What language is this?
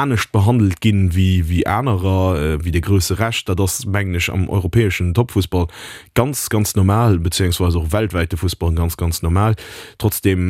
Luxembourgish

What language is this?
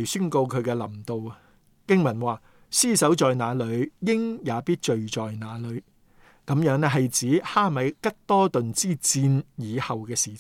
Cantonese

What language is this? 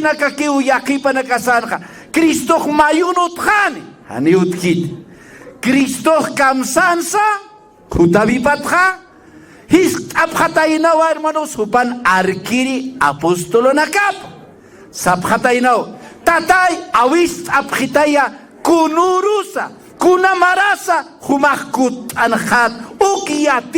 Aymara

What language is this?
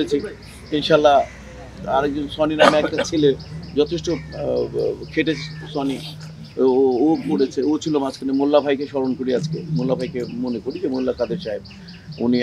Bangla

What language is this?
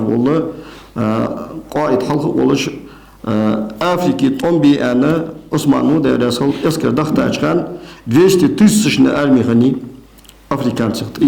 Ingush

